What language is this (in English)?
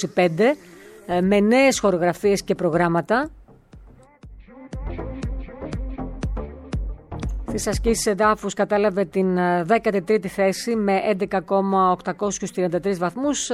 Greek